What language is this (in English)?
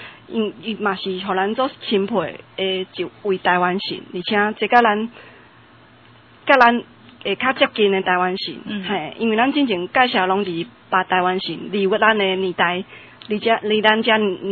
Min Nan Chinese